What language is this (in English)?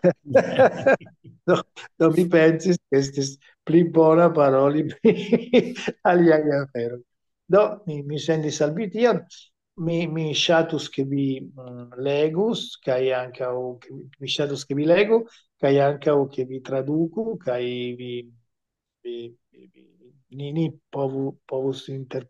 Esperanto